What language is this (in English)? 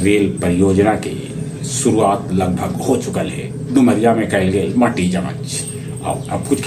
Magahi